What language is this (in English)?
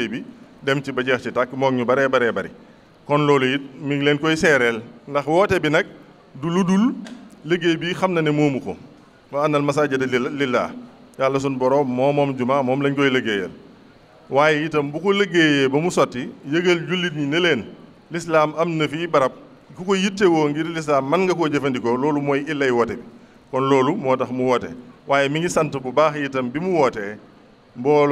Wolof